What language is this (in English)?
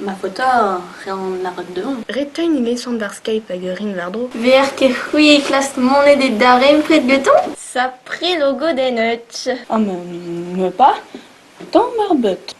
Breton